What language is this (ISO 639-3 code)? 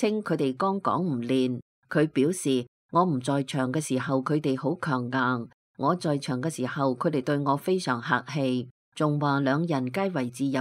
yue